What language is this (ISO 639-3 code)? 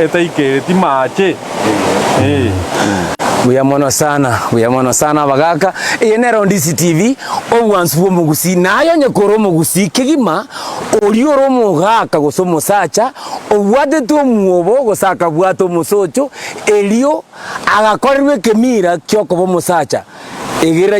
guz